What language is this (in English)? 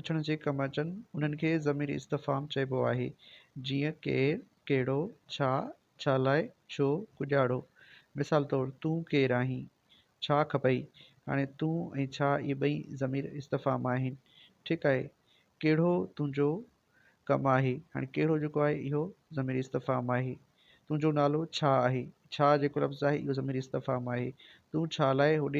Sindhi